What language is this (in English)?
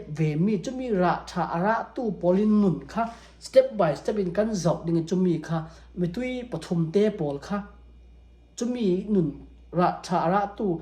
Falam Chin